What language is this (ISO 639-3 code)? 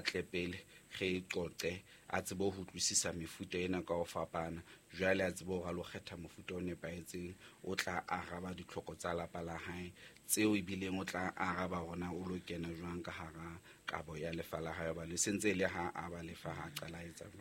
sot